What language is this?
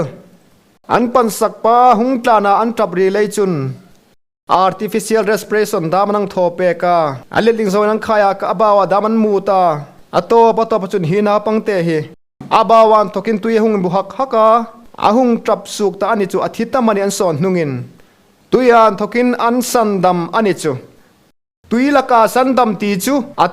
Hmar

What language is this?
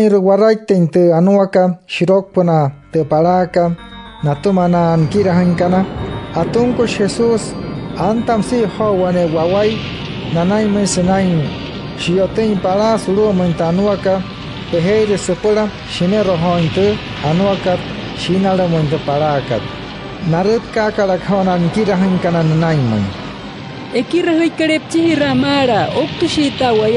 Wayuu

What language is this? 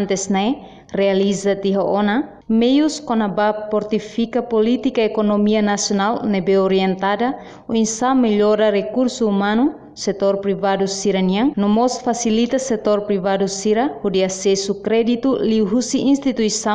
Tetum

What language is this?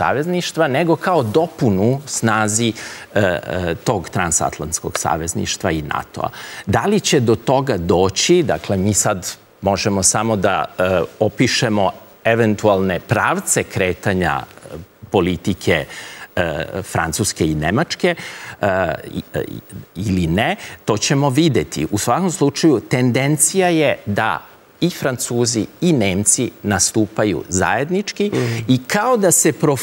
Serbian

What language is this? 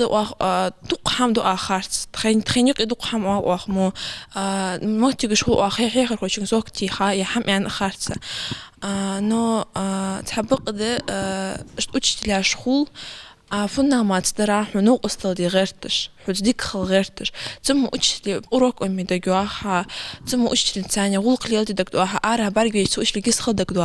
Ingush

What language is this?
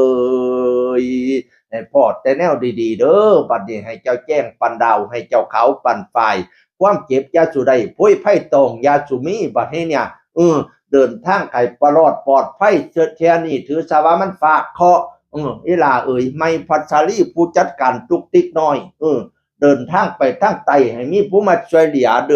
Northeastern Thai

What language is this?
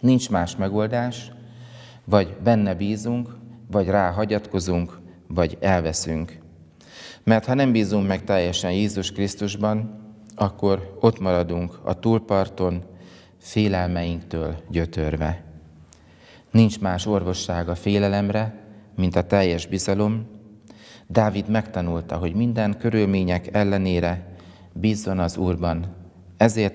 Hungarian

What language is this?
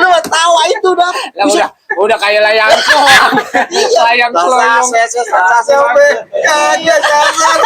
Betawi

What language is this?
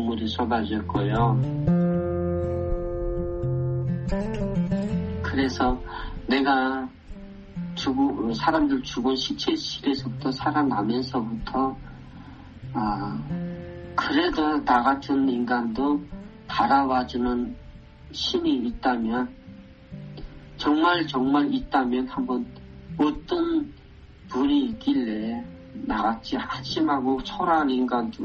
Korean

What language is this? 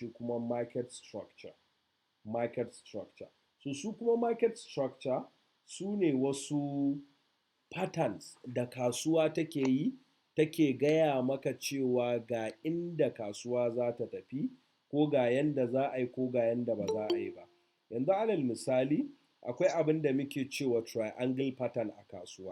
Hausa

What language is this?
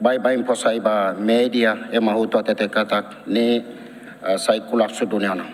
Tetum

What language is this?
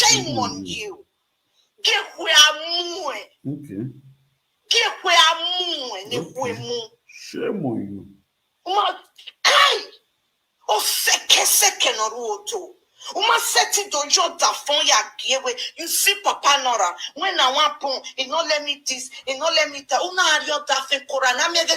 Nigerian Pidgin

